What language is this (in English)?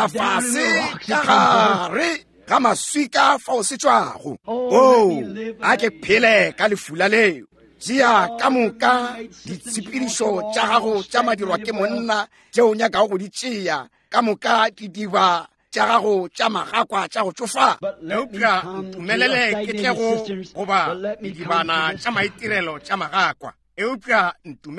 Northern Sotho